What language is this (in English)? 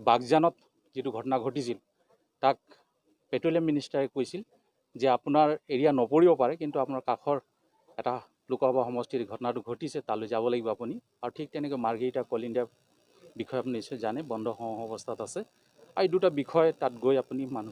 Assamese